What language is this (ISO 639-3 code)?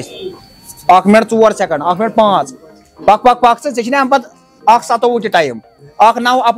kas